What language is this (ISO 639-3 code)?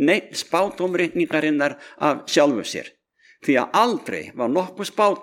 isl